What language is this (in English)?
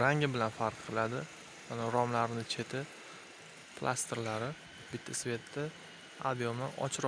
Uzbek